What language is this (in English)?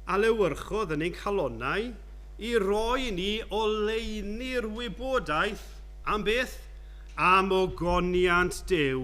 Welsh